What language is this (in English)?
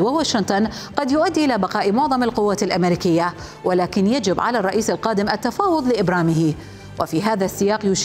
Arabic